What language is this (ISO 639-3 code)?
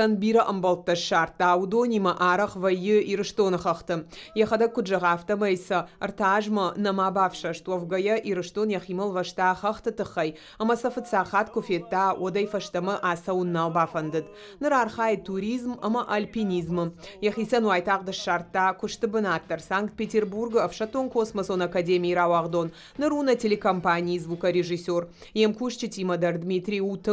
oss